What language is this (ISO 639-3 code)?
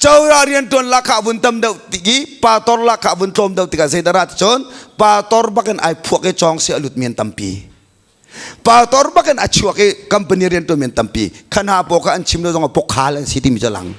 cnh